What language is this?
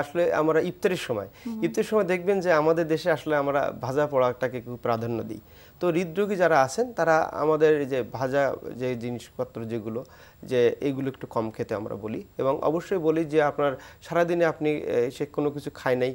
Bangla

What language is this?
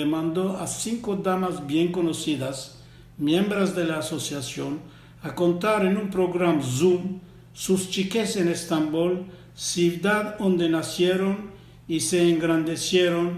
Ladino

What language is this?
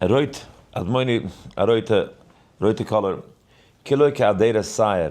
Yiddish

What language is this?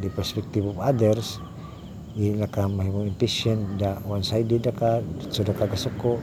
Cebuano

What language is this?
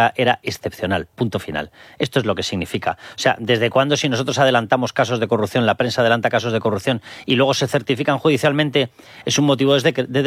Spanish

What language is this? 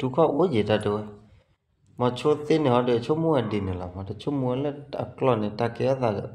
S'gaw Karen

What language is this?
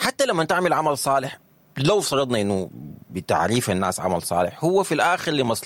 Sudanese Arabic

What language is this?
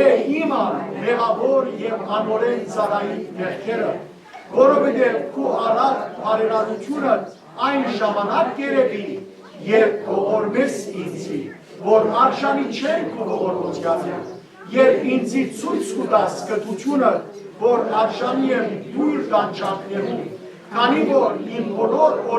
Western Armenian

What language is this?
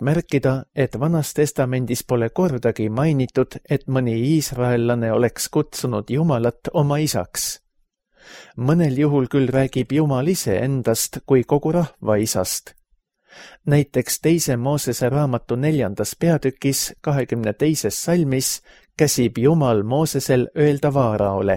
Estonian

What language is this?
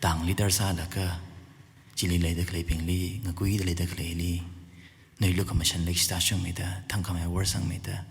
Tangkhul Naga (India)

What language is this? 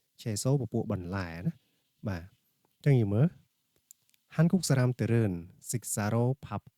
Khmer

